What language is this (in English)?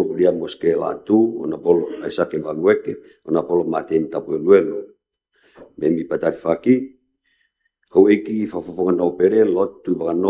Tongan